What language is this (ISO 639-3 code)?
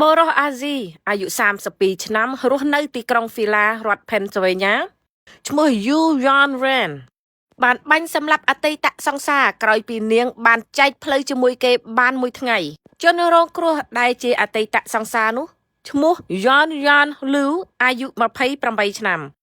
khm